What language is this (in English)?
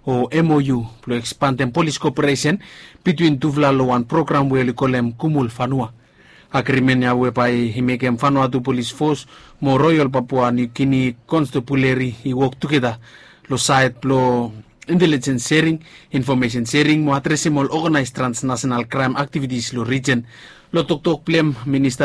Bislama